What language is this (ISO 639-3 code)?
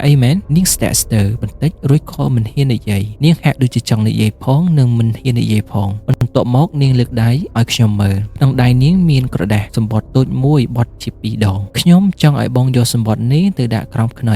khm